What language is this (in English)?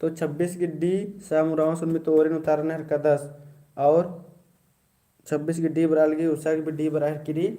Kurukh